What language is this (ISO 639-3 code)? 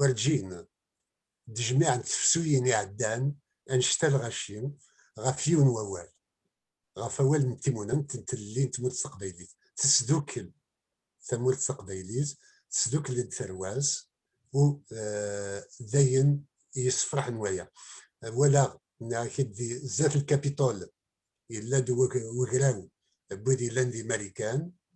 kab